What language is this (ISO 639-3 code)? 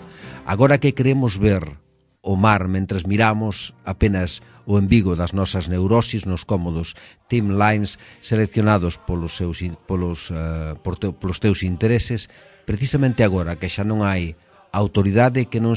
glg